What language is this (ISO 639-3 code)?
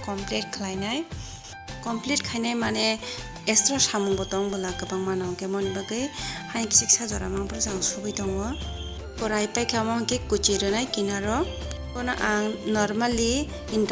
trp